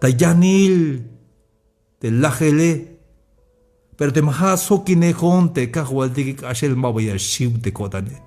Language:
Tzeltal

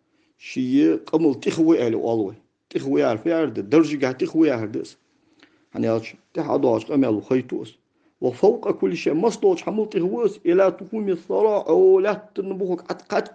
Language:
Ingush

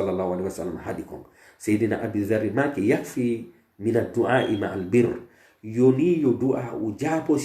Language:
Pular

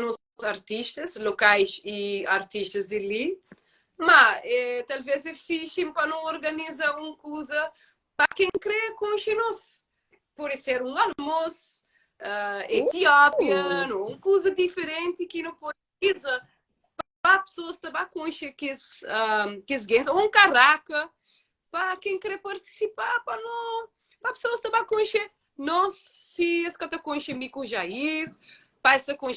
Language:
Kabuverdianu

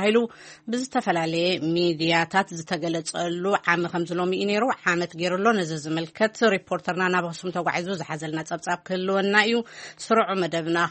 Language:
Tigrinya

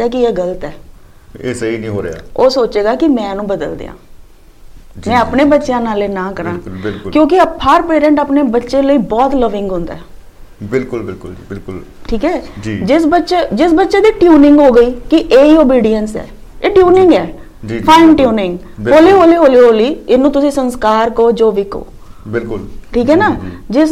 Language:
Punjabi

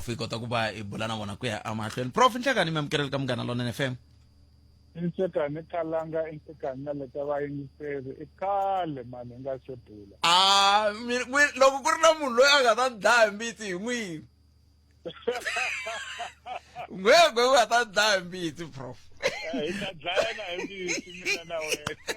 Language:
Tsonga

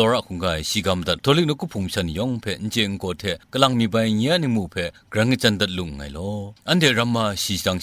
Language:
Kachin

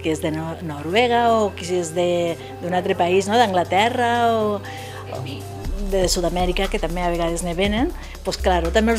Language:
Catalan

